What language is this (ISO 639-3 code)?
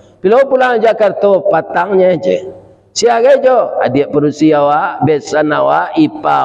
min